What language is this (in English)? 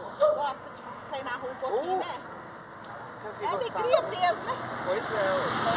Portuguese